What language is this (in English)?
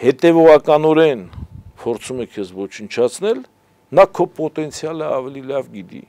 Armenian